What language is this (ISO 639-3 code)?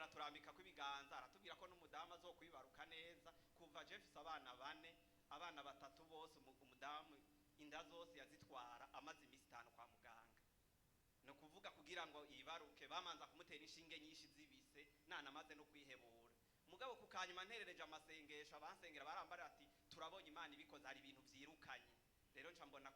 run